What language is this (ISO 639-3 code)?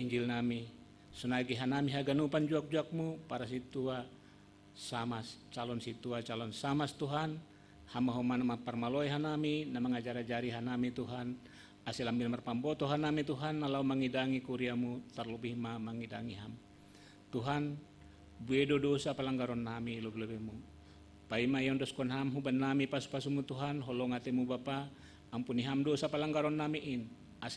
bts